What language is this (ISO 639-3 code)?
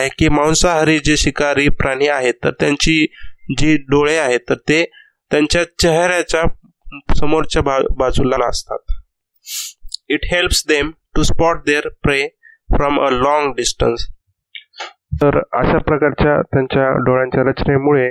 mar